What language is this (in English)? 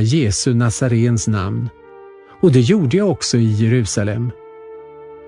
Swedish